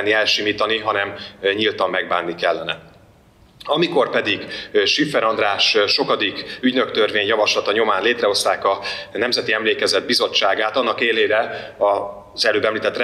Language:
Hungarian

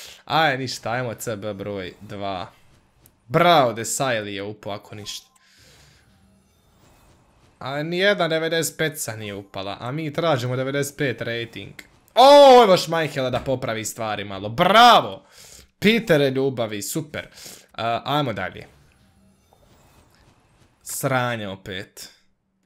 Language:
Croatian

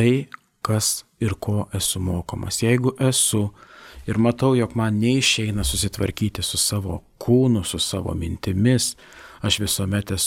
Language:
Lithuanian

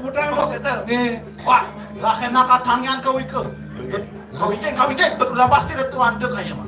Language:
Balinese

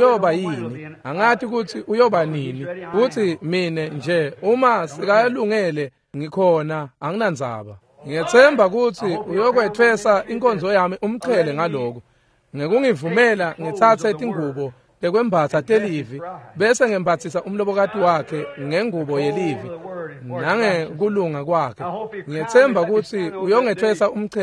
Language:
Swati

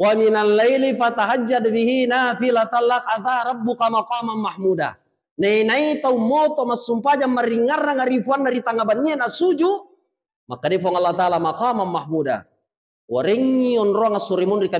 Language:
Buginese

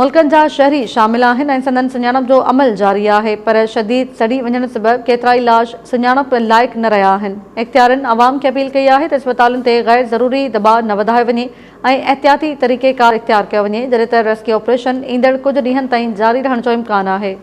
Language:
Sindhi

